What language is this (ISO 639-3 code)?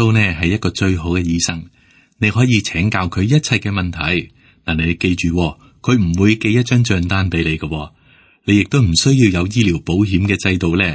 yue